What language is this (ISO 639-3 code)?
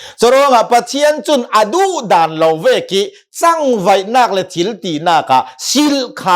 cnh